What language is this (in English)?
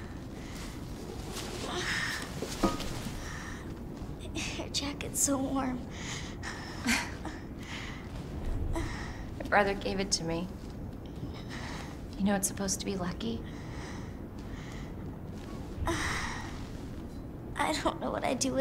English